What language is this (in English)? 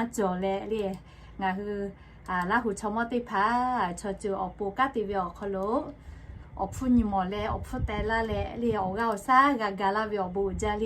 Lahu